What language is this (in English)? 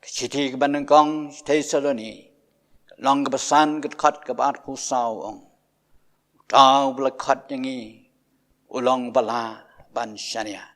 Khasi